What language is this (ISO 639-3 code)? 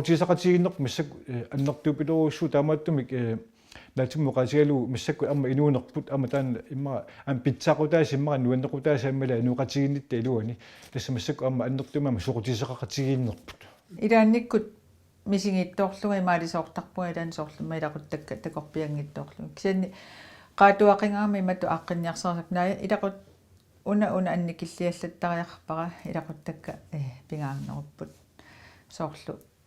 kal